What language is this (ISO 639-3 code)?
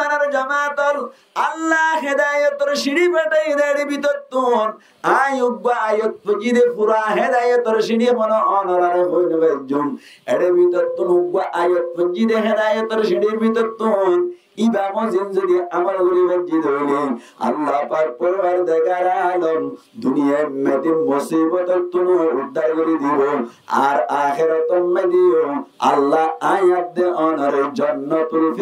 rhg